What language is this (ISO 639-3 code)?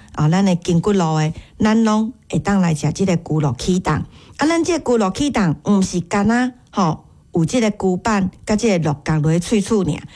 nan